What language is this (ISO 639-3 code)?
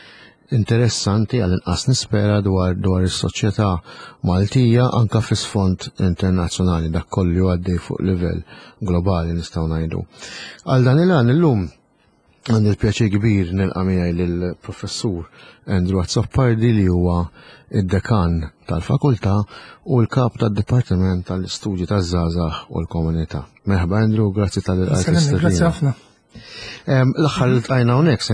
mlt